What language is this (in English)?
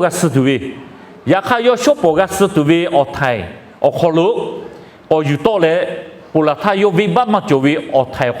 Lahu